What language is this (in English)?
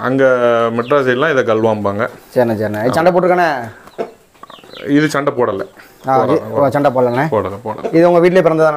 Tamil